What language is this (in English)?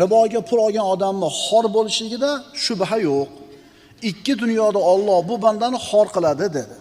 Uzbek